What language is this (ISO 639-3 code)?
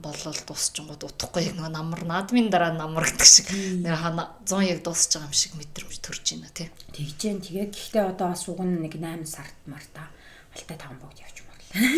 mon